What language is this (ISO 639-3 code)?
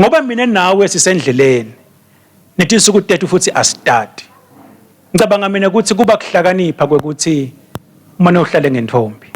ssw